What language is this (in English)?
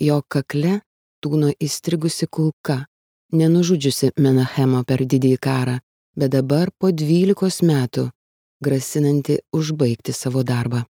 Lithuanian